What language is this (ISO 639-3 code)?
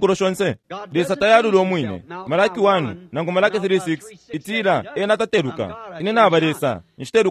bem